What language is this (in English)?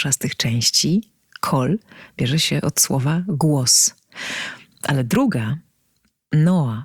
Polish